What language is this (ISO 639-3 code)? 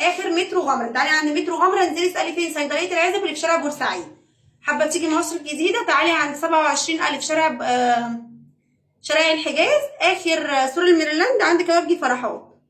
arz